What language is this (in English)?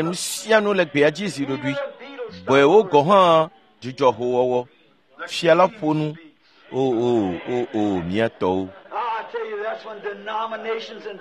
Ewe